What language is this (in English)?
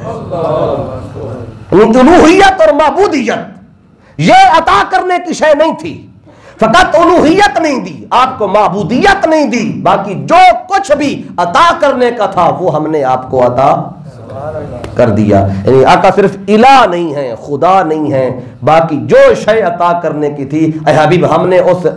Urdu